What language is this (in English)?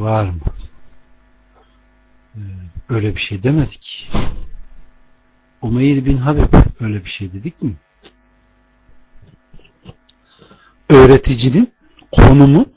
Turkish